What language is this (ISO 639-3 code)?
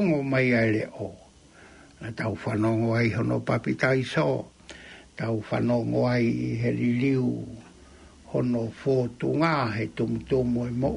ton